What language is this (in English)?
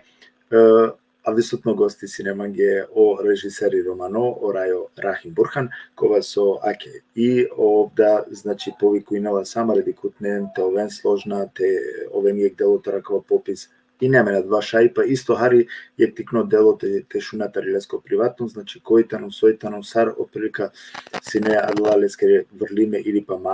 Balkan Romani